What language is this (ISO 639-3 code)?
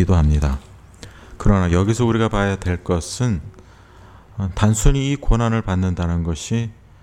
kor